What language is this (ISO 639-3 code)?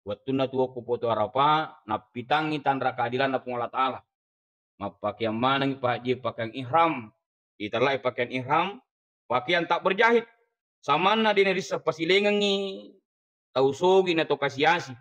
bug